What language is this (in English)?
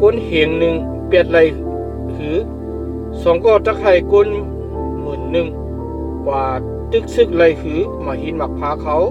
Shan